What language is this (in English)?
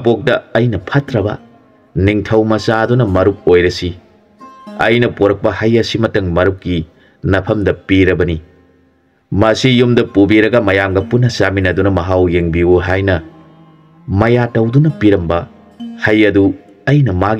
Manipuri